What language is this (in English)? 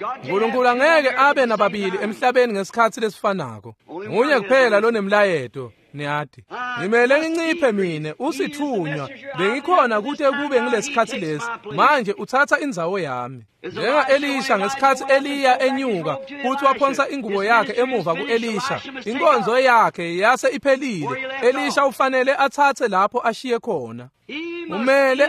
Swati